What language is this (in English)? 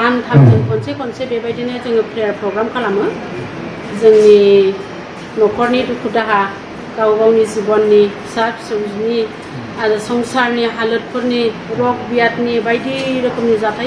Bodo